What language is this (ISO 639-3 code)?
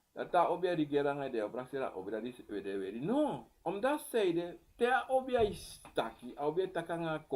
srn